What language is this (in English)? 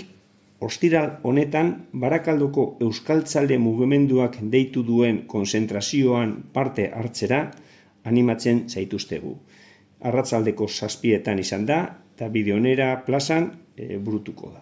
Basque